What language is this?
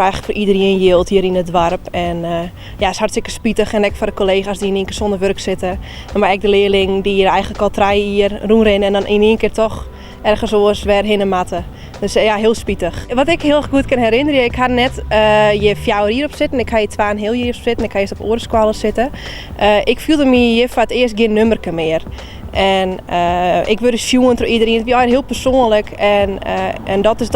Western Frisian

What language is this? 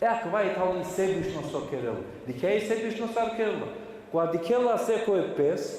Balkan Romani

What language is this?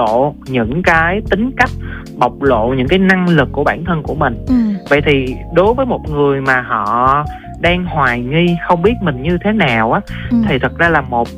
Vietnamese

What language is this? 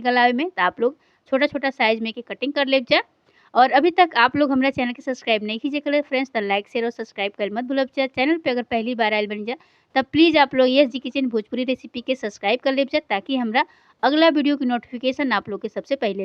Bhojpuri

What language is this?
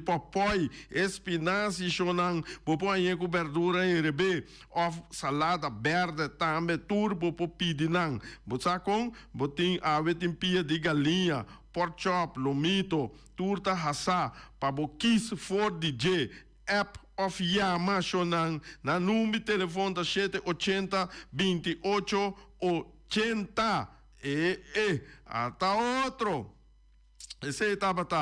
Papiamento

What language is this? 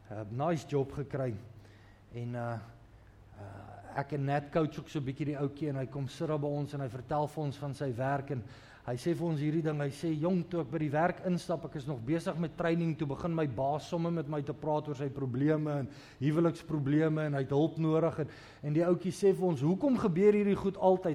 Afrikaans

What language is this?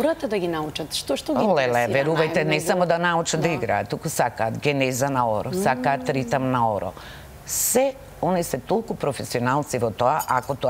Macedonian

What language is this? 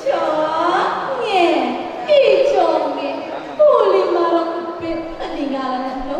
Balinese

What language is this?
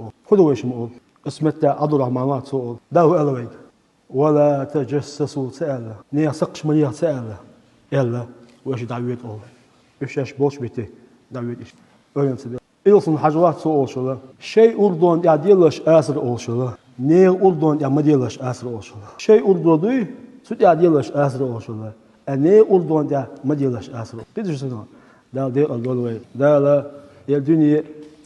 Chechen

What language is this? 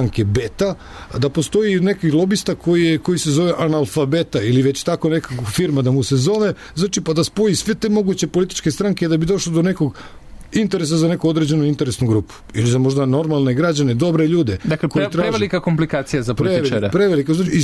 Serbian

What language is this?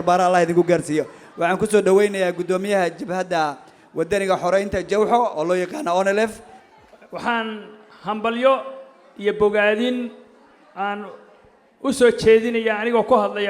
Somali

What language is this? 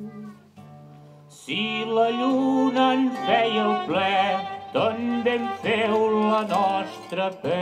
Catalan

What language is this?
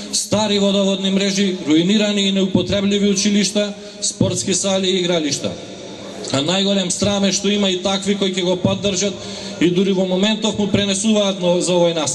Macedonian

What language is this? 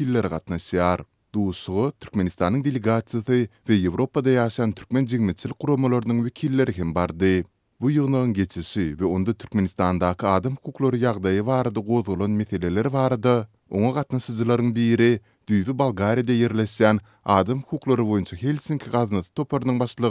Turkmen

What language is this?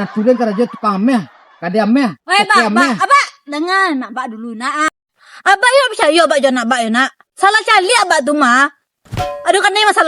Minangkabau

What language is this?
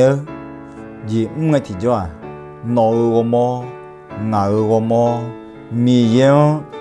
Akha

